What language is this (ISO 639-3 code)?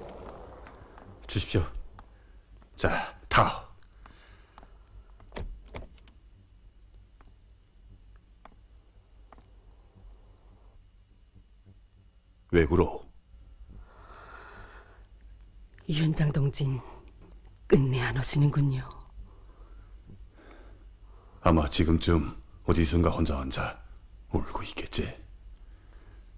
kor